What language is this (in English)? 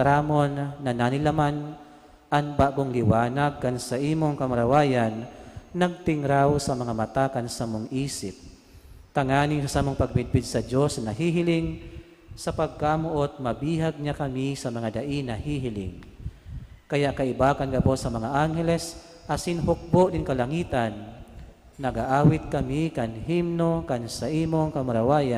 Bikol